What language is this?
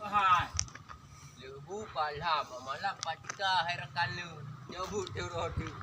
Achinese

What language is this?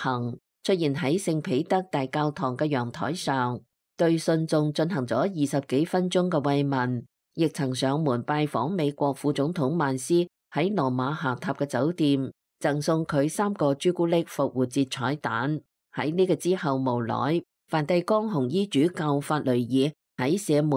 Cantonese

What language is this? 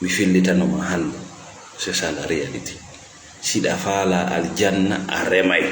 Fula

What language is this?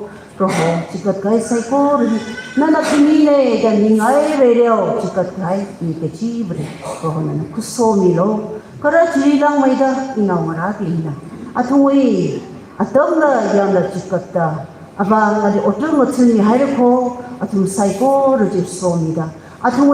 Tangkhul Naga (India)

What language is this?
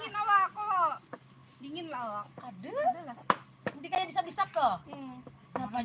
Banjar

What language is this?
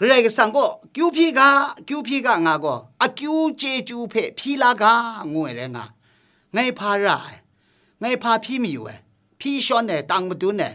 Kachin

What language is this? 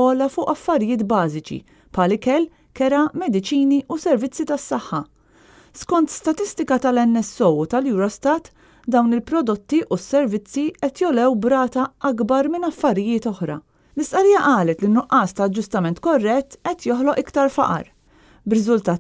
Maltese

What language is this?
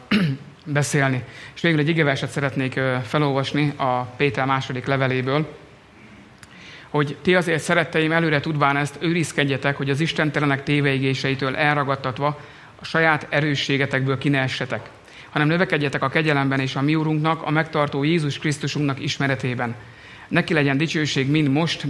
Hungarian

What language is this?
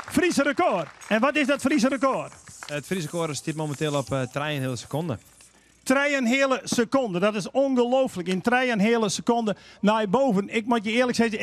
Western Frisian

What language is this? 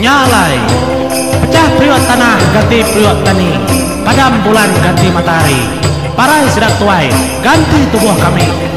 Iban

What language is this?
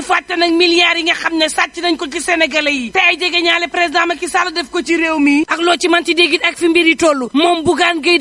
Wolof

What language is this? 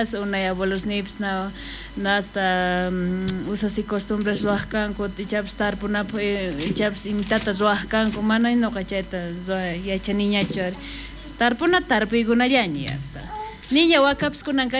South Bolivian Quechua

